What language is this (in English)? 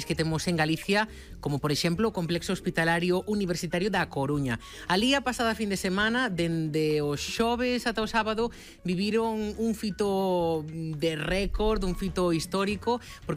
Galician